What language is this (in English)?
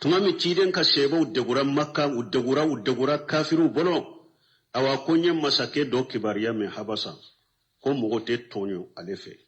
Bambara